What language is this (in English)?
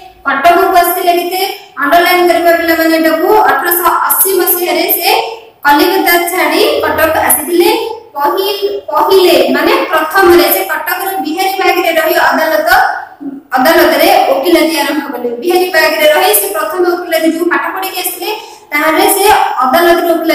Odia